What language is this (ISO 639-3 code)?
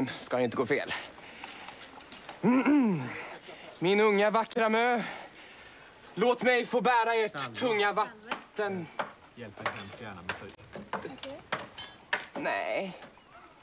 swe